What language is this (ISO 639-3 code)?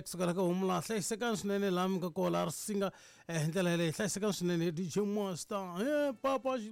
tso